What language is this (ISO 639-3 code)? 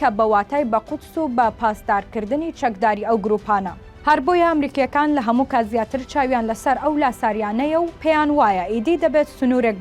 ckb